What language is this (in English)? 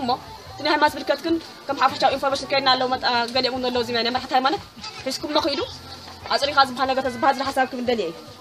Tigrinya